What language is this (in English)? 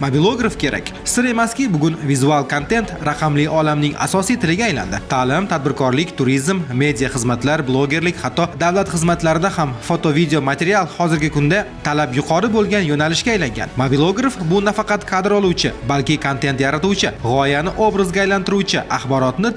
Uzbek